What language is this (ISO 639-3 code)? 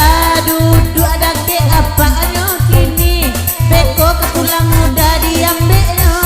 min